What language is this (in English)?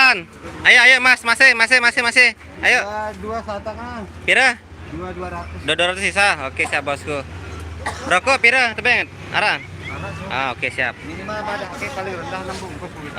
Sasak